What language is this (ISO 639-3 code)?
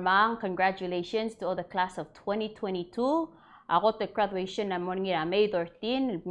pau